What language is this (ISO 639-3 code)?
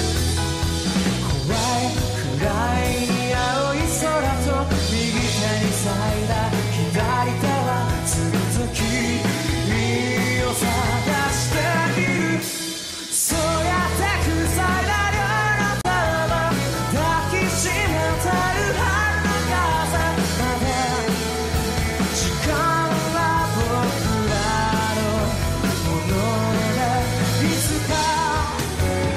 jpn